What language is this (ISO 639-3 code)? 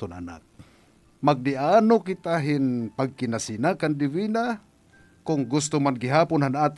war